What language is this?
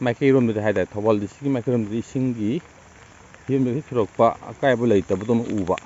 Manipuri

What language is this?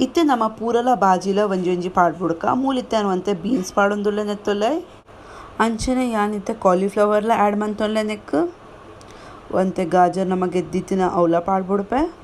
Tulu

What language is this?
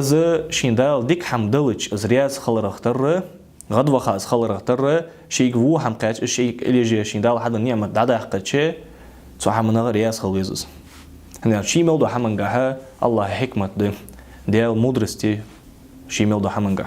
Ingush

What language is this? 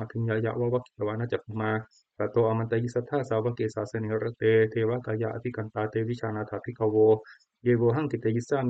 Pali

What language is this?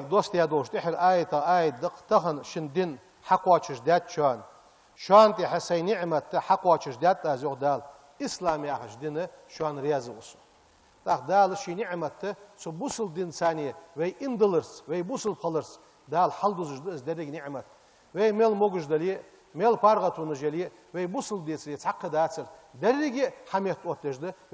Ingush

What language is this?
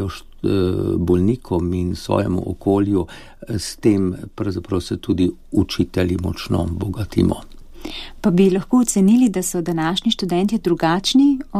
Slovenian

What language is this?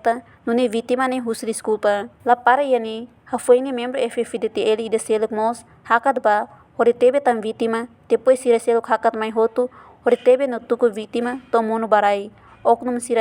Tetum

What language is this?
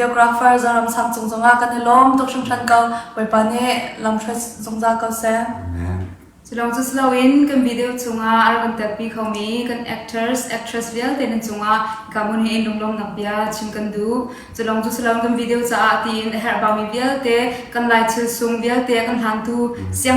Falam Chin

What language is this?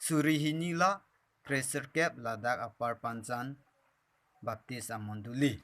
Karbi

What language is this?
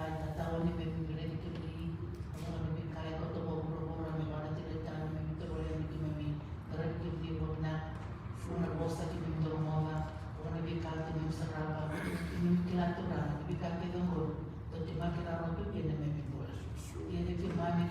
Fijian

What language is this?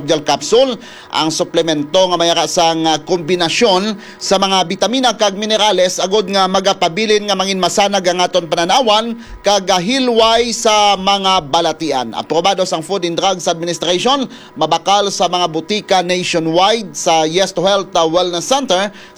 Hiligaynon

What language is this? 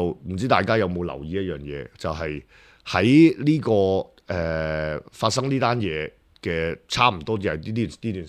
Cantonese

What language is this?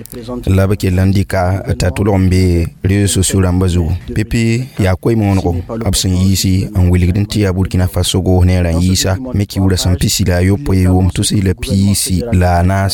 Mossi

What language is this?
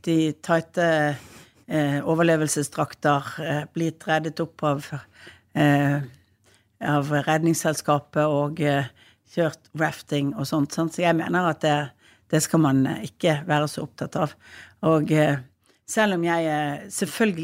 Norwegian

